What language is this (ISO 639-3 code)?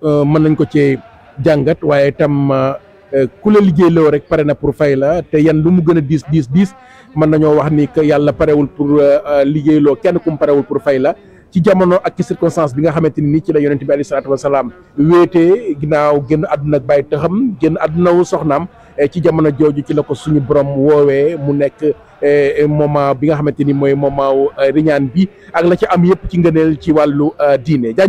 wol